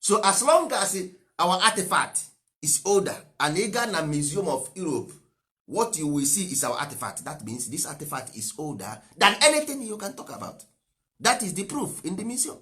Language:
Igbo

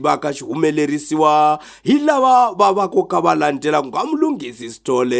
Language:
Tsonga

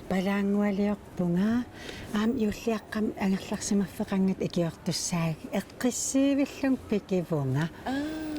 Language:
Kalaallisut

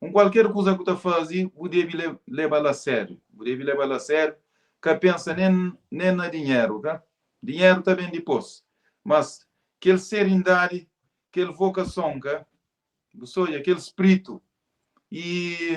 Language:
Kabuverdianu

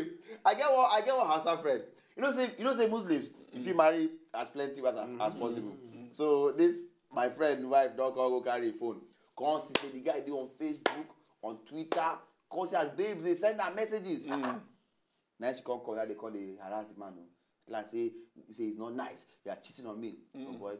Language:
Nigerian Pidgin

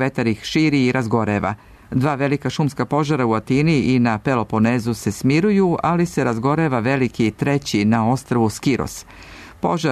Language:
Serbian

